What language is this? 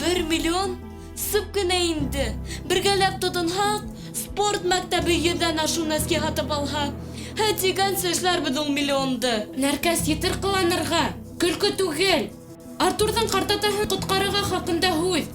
Bashkir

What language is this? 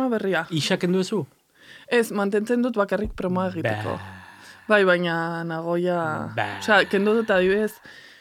Basque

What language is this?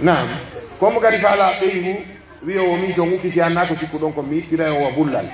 Pular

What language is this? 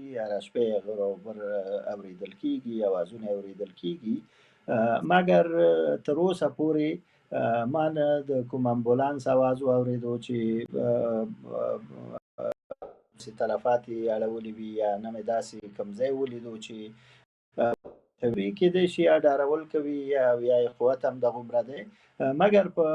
Pashto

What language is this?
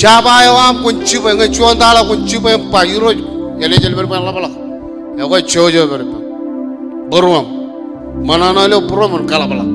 Marshallese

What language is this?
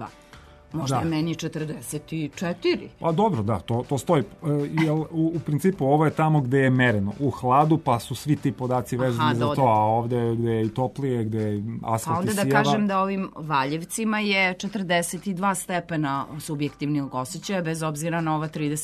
Serbian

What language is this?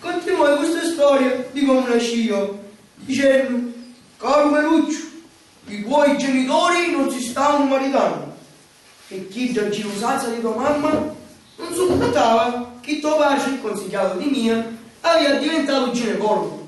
Sicilian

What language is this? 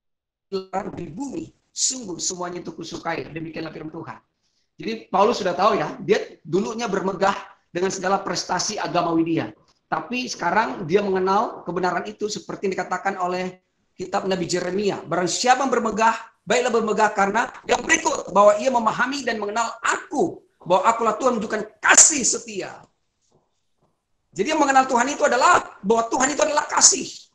Indonesian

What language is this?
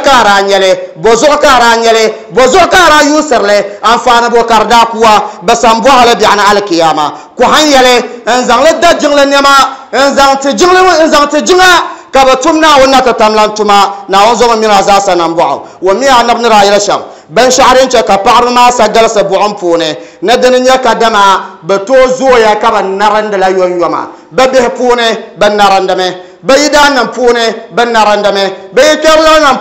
Dagbani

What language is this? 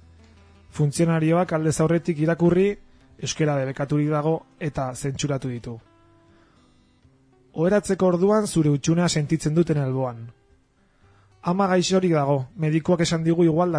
Basque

